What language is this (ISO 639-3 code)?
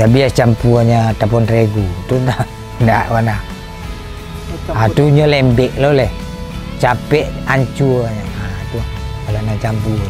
min